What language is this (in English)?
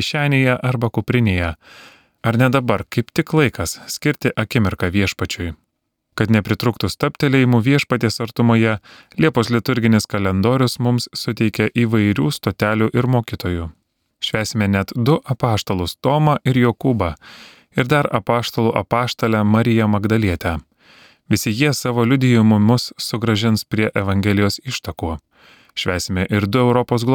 Lithuanian